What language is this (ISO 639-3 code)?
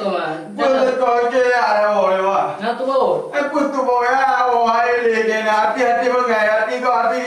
ace